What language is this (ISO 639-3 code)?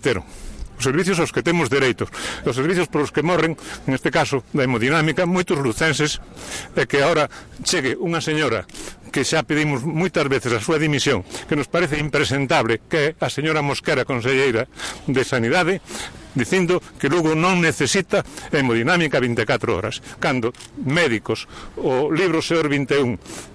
glg